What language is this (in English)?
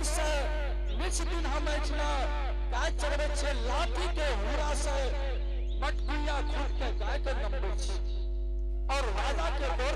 Angika